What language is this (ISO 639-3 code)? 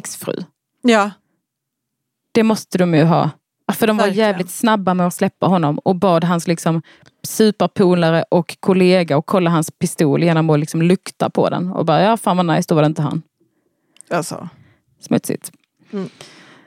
swe